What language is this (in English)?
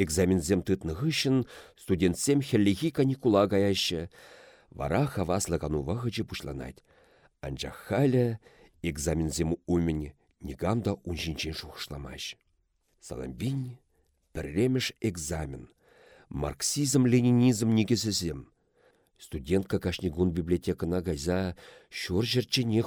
Chuvash